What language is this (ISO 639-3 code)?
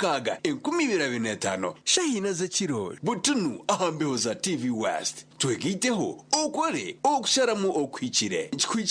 nyn